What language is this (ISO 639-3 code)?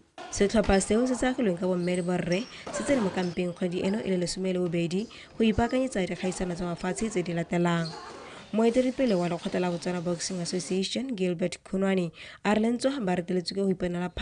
tsn